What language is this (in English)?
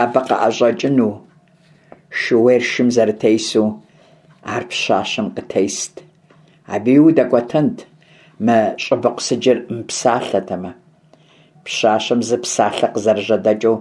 Kabardian